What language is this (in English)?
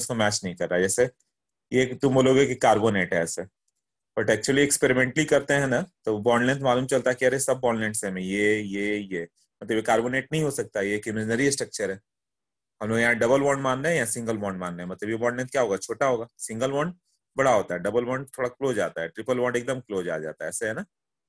Hindi